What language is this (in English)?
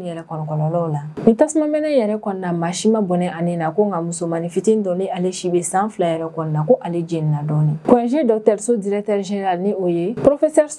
Bambara